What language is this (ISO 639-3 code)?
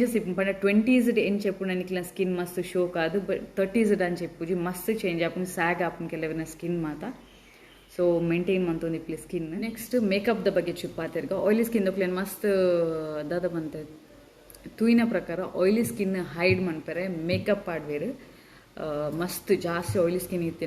tcy